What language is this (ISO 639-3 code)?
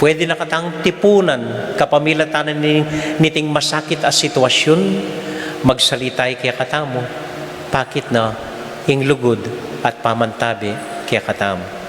pam